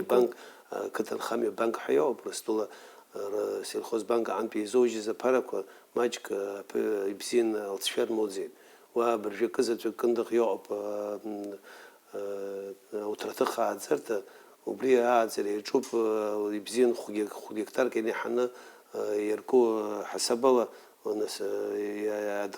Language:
Abkhazian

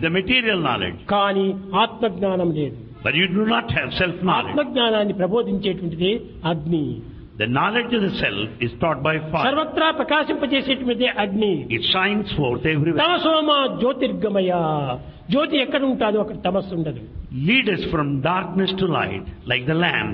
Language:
Telugu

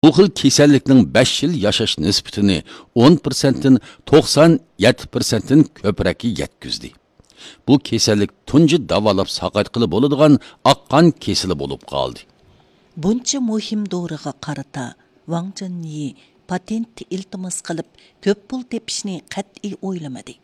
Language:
Uyghur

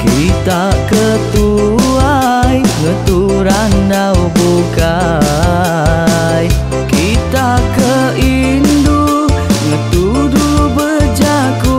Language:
Iban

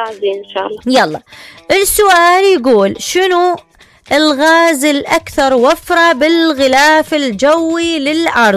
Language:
Mesopotamian Arabic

